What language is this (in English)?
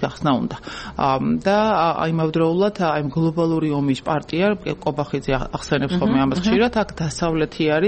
Georgian